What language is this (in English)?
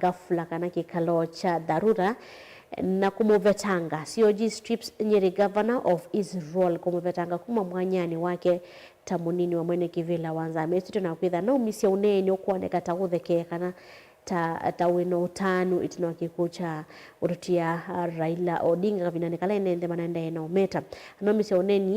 Kamba